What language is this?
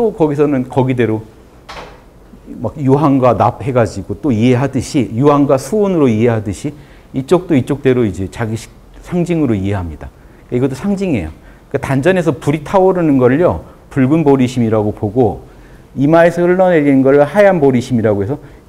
Korean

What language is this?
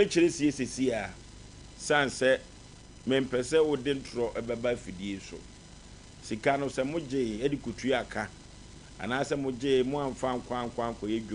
Akan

